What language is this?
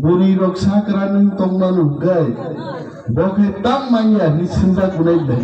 Kok Borok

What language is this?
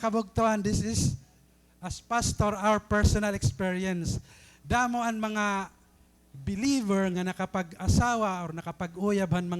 Waray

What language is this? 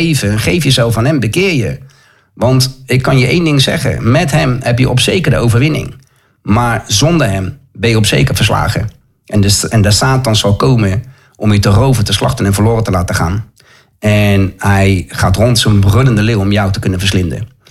Dutch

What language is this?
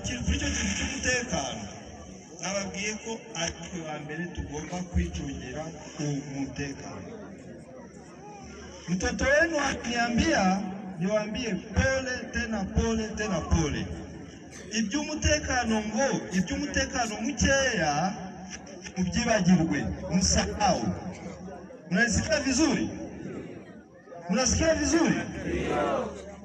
Kinyarwanda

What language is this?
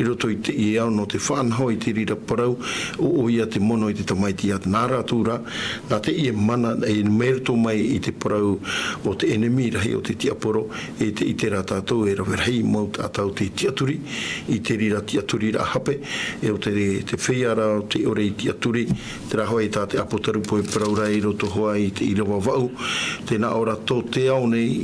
Tahitian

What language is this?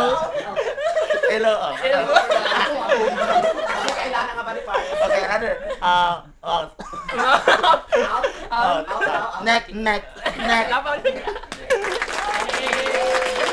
Filipino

